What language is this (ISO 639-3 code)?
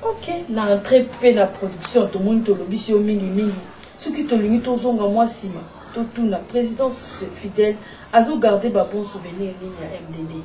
lin